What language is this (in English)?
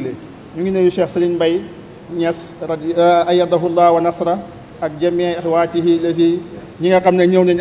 Wolof